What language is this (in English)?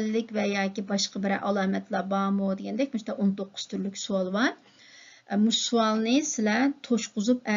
Uyghur